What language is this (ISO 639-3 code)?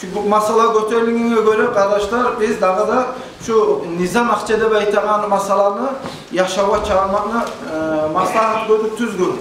kum